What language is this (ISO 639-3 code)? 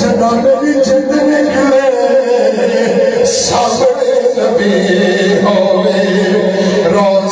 skr